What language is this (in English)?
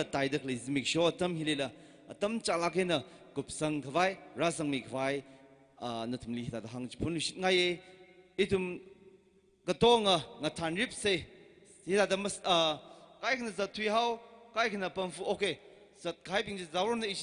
Tangkhul Naga (India)